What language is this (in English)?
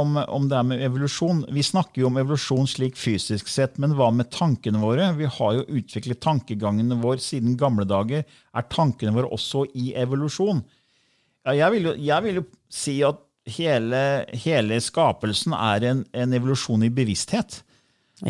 Norwegian